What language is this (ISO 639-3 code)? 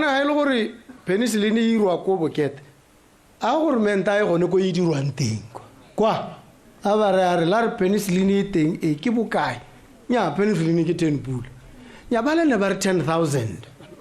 tsn